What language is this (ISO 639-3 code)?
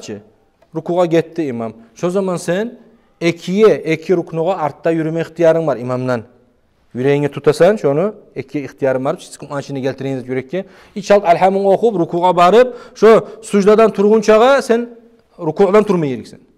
kum